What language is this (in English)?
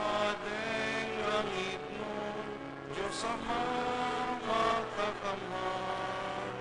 Bikol